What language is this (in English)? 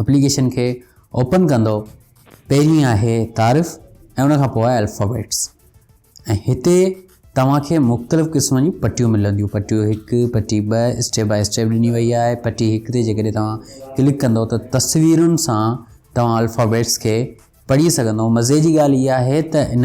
Sindhi